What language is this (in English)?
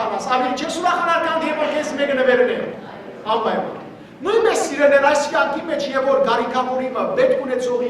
Western Armenian